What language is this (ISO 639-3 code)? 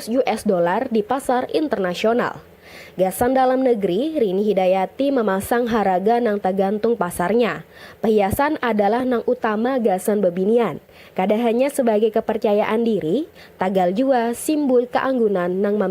bjn